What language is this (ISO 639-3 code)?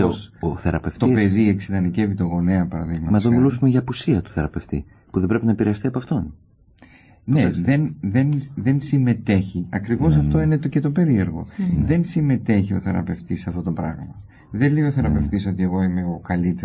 ell